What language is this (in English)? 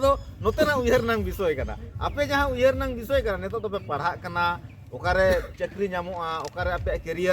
Santali